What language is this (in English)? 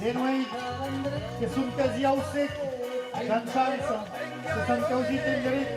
Occitan